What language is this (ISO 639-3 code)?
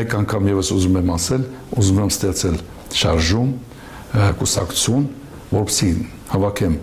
hye